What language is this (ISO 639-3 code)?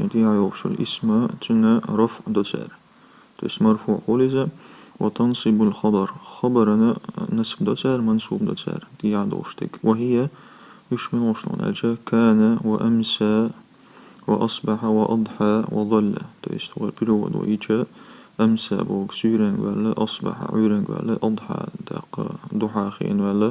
che